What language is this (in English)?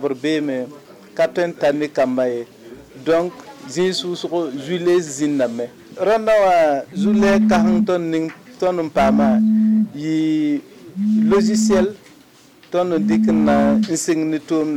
Mossi